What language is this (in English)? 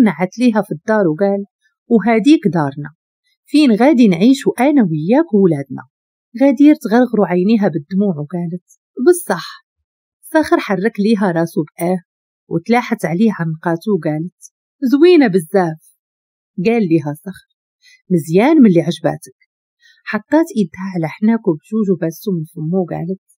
Moroccan Arabic